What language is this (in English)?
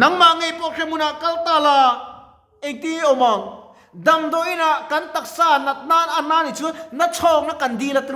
Mizo